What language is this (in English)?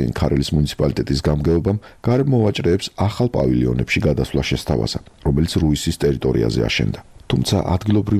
Georgian